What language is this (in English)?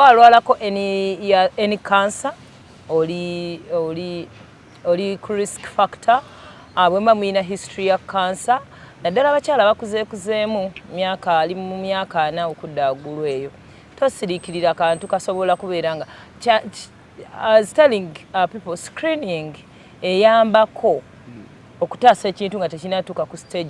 Ganda